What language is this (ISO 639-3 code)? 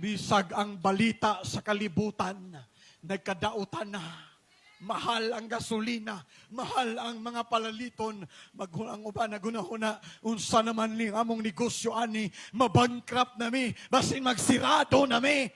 ceb